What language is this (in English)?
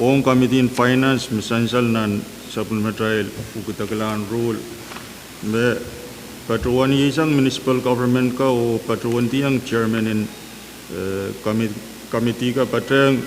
Pohnpeian